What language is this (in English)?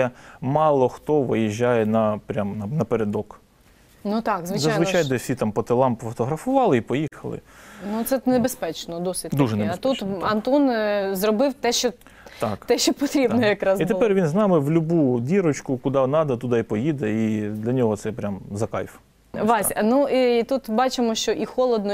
Ukrainian